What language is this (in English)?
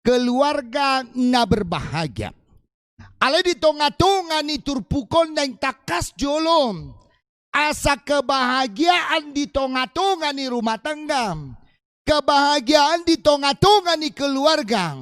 Batak Toba